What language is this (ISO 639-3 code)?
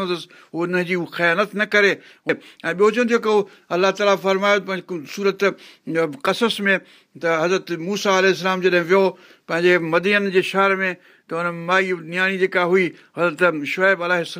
snd